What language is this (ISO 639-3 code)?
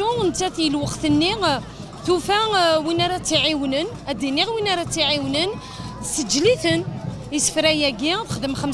kab